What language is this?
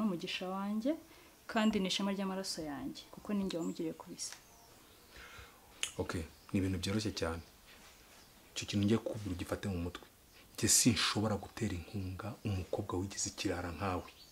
Kinyarwanda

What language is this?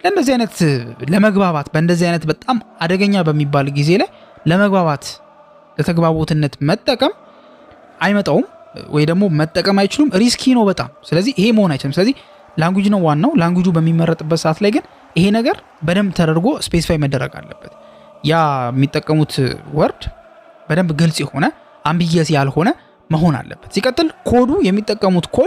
Amharic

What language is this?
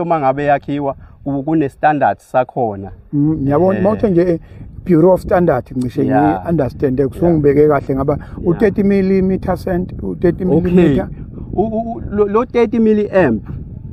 Zulu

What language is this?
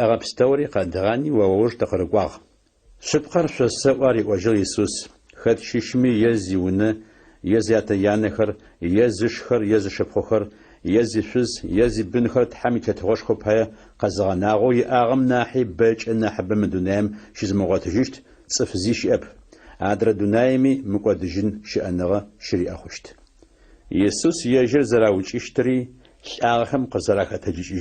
Adyghe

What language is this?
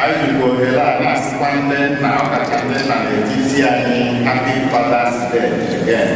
Igbo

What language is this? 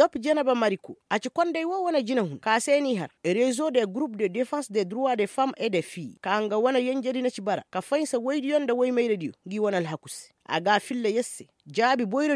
Koyraboro Senni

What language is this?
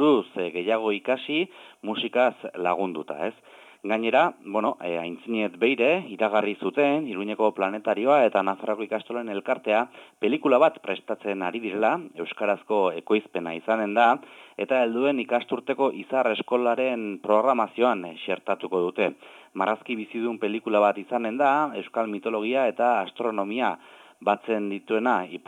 Basque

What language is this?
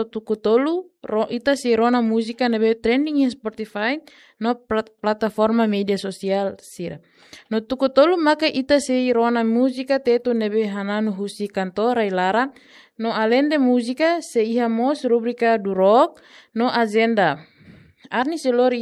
Tetum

